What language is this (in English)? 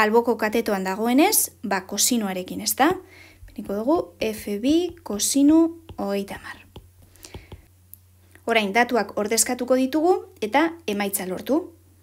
Basque